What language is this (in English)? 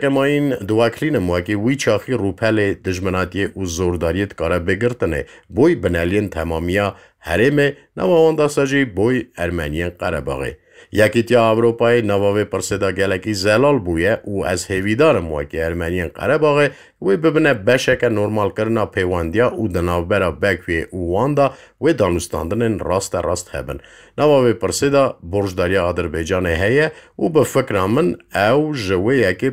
Kurdish